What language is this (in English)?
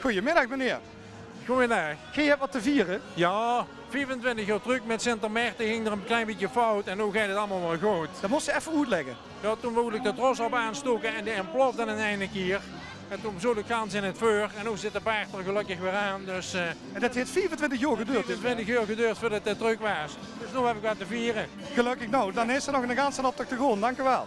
Limburgish